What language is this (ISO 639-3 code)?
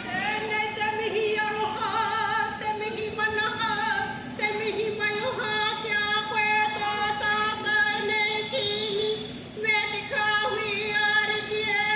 mri